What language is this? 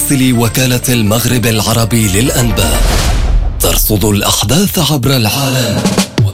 Arabic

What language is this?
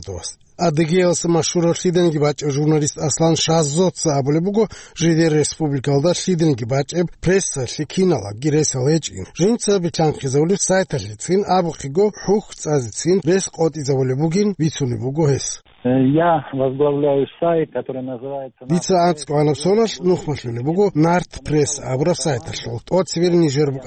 Avaric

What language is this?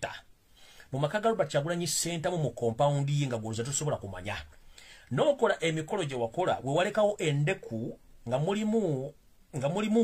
Ganda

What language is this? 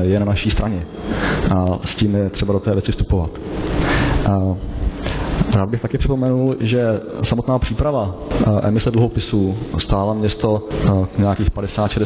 Czech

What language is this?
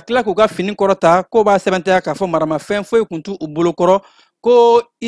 Bambara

